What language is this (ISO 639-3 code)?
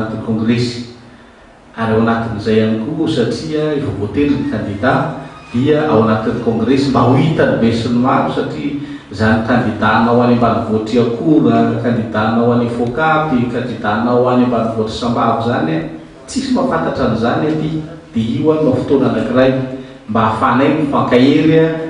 mlg